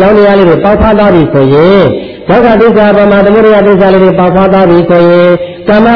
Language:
Burmese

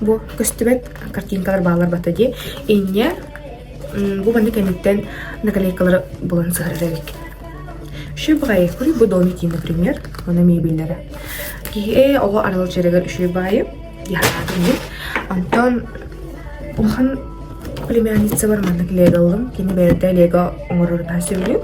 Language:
Yakut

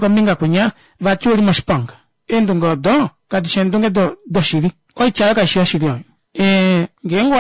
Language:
Kuanyama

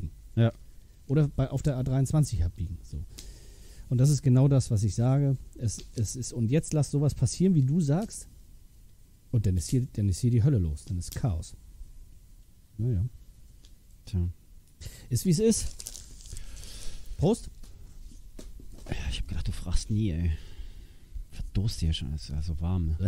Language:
German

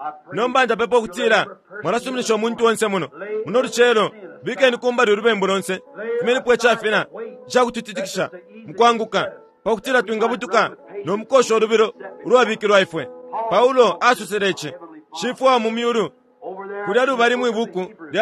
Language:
Bemba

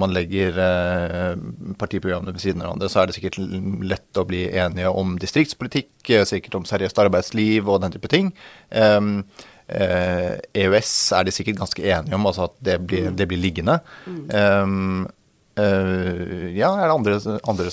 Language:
Norwegian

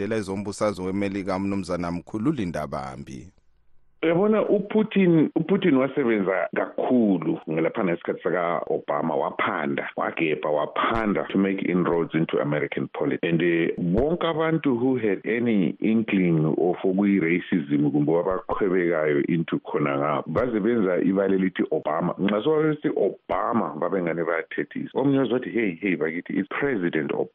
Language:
North Ndebele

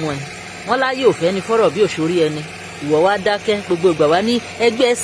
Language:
Yoruba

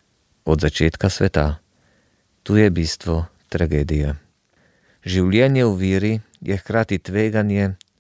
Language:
Slovenian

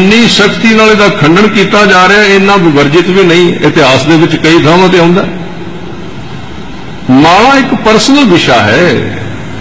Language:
Punjabi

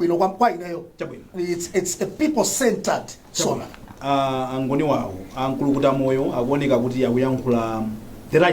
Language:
Nyanja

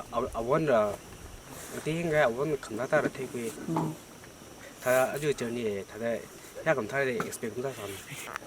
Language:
Tangkhul Naga (India)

